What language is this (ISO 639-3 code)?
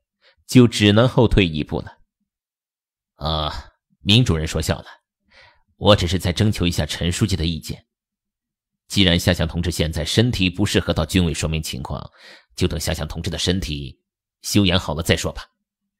zho